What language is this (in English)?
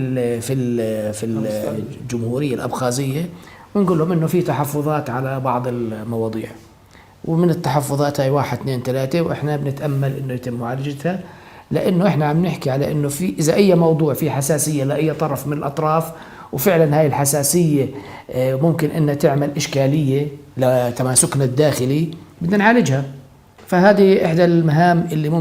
North Levantine Arabic